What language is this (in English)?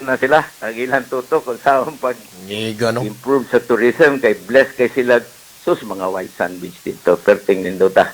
Cebuano